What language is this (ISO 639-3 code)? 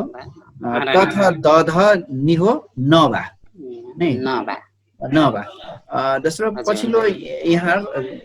thl